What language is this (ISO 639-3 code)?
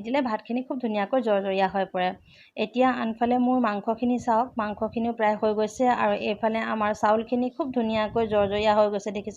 asm